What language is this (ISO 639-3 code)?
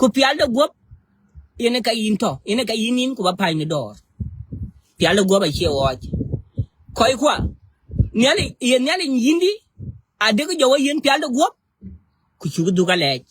nus